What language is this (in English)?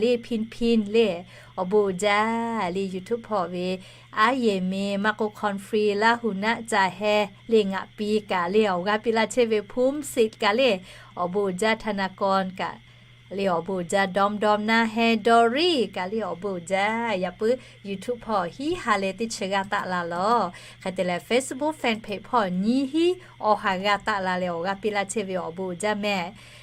Lahu